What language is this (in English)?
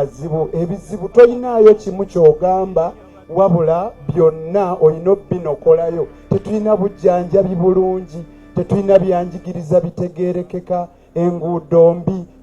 Ganda